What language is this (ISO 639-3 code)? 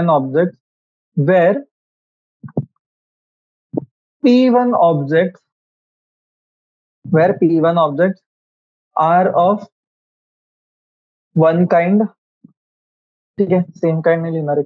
mar